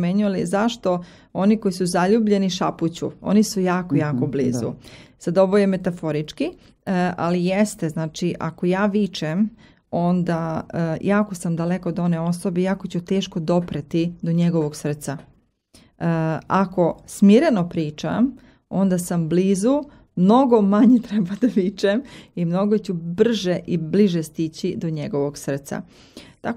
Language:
Serbian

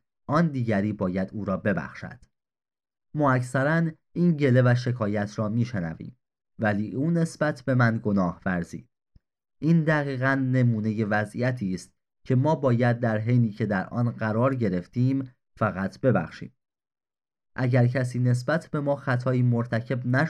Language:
Persian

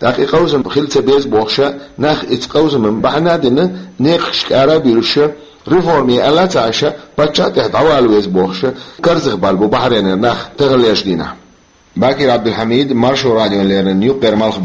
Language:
Chechen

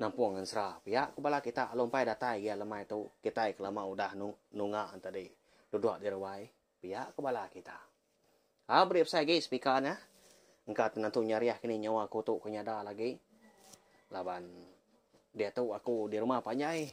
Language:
Iban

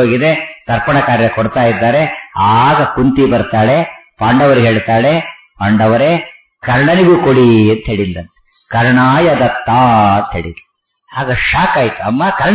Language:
Kannada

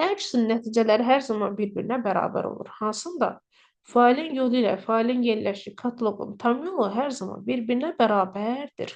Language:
Azerbaijani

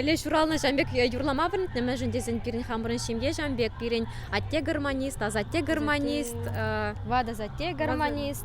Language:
Chuvash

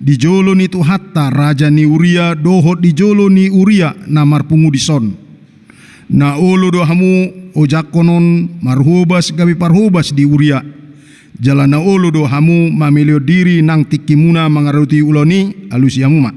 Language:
Batak Toba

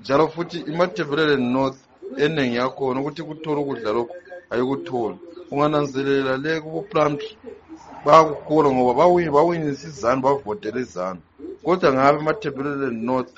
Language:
North Ndebele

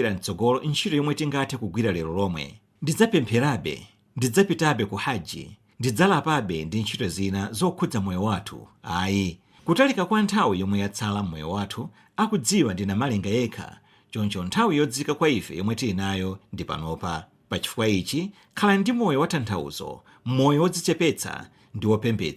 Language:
Nyanja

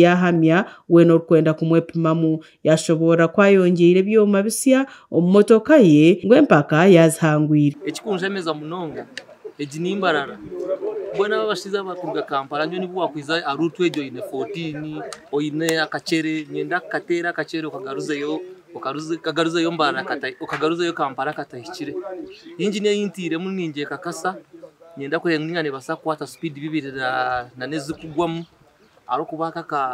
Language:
Nyankole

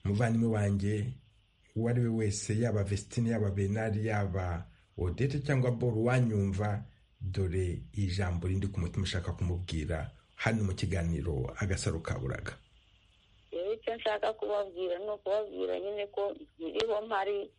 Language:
Kinyarwanda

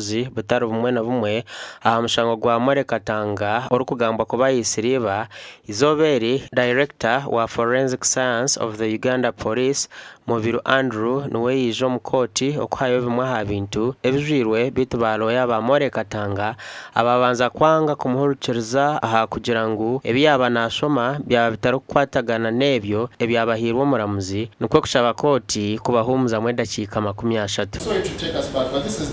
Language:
Nyankole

